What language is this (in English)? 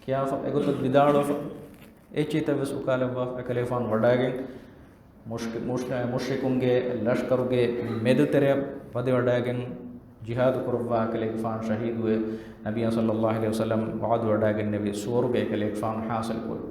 Divehi